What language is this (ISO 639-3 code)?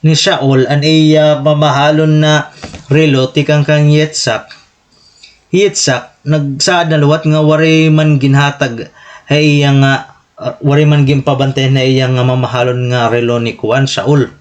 war